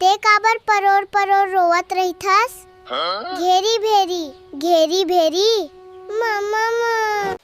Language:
Chhattisgarhi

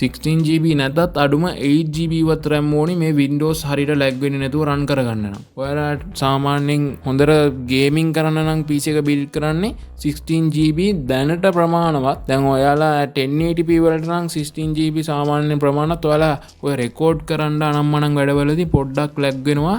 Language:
Sinhala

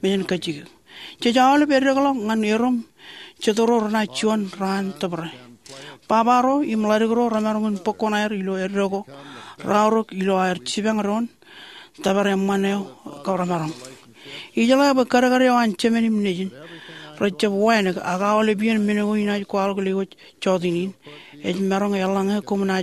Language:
Marshallese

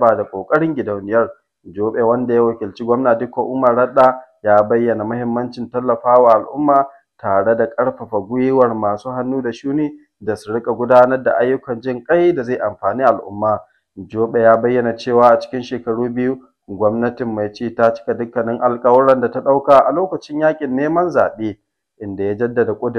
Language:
Hausa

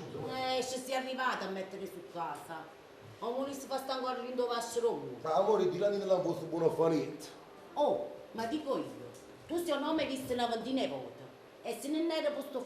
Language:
Neapolitan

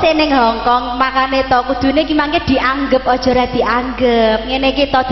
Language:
Javanese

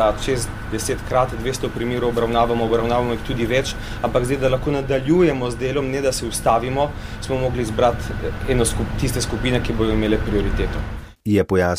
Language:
Slovenian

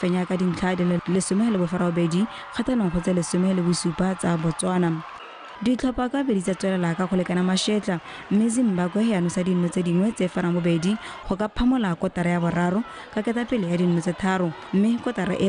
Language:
Tswana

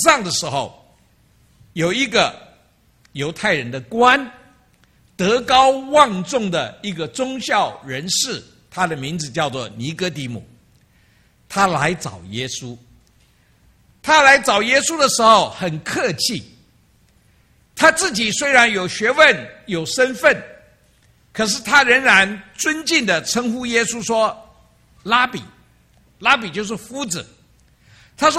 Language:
Chinese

